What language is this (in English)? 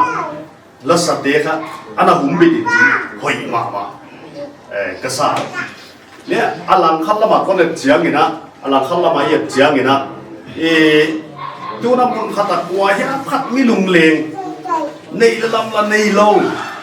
Paite Chin